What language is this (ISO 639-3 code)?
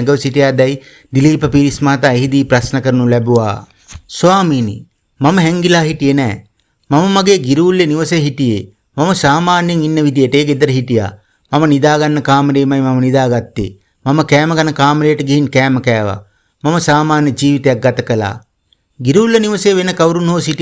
sin